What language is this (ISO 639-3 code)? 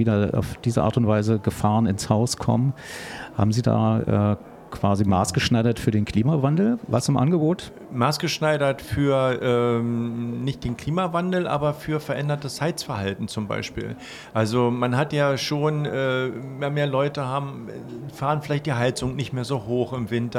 deu